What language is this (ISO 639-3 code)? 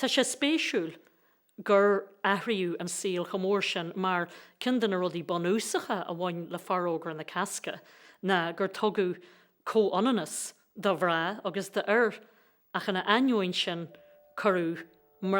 gle